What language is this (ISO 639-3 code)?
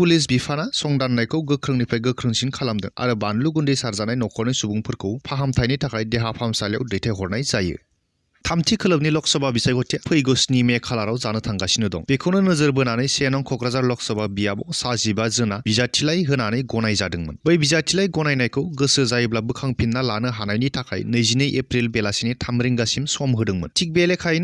brx